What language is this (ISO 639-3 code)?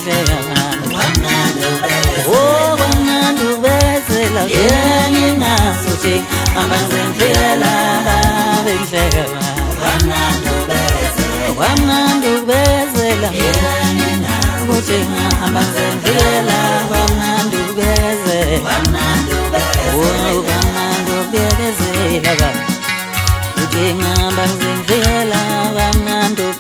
zul